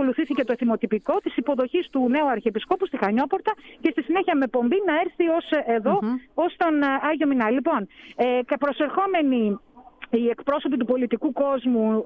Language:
Greek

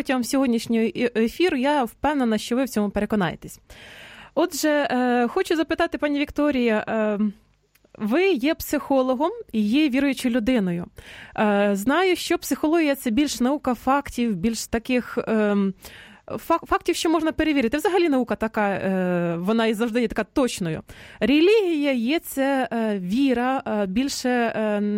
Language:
Ukrainian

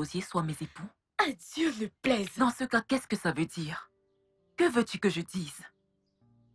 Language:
French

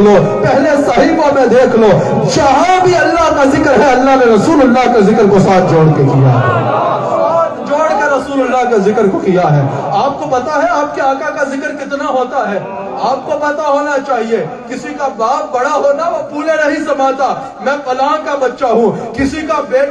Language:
Urdu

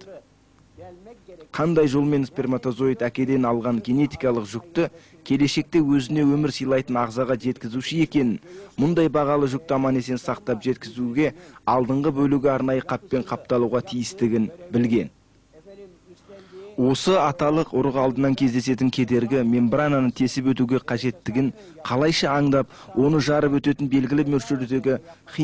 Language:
Kazakh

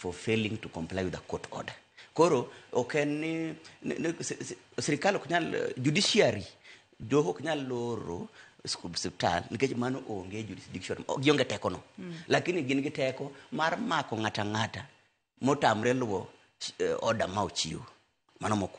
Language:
Luo (Kenya and Tanzania)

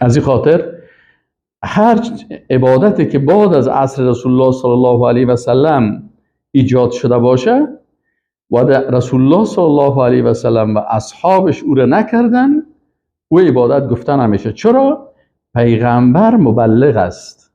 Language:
Persian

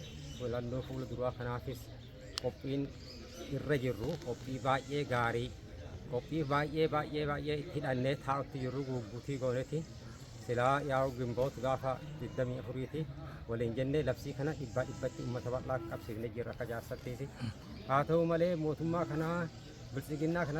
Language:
Oromo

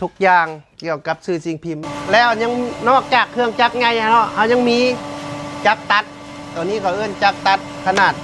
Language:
Lao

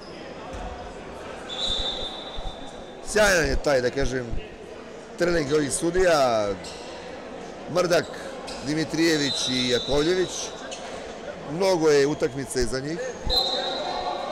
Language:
Serbian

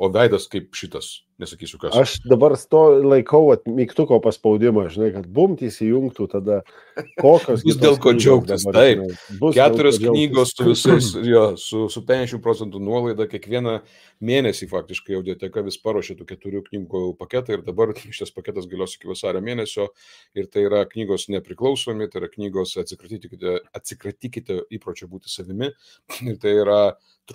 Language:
Lithuanian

